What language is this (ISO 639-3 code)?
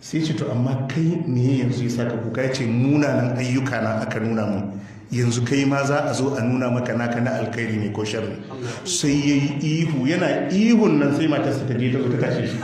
hau